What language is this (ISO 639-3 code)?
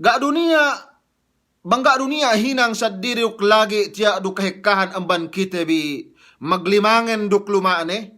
yka